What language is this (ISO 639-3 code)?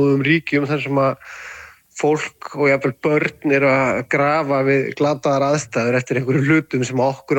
isl